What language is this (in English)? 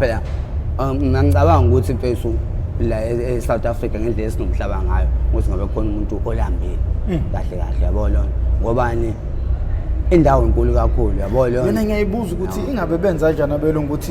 Zulu